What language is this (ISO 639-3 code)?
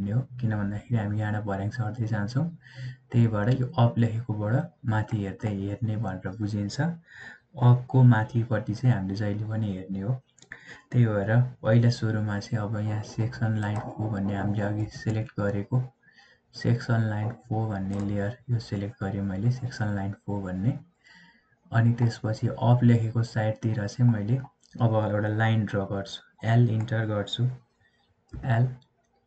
nep